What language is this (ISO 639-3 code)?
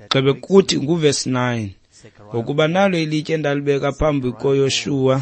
xho